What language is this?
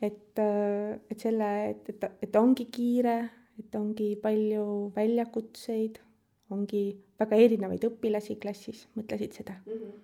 Estonian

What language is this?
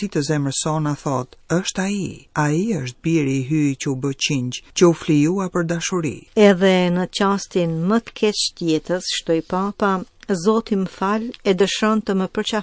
Albanian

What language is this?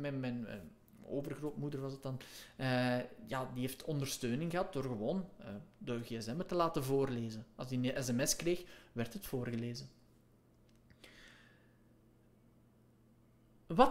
Dutch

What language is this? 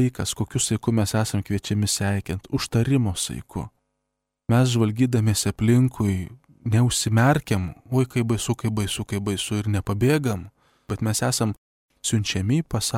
Lithuanian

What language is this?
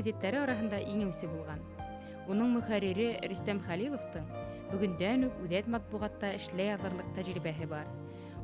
Bashkir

